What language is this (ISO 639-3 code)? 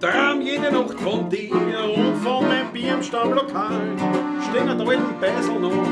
bar